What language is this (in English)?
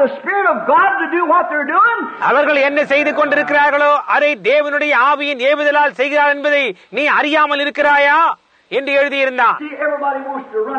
Tamil